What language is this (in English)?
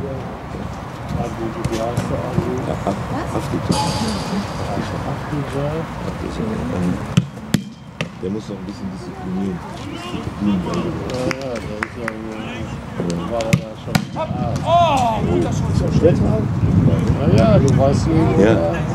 German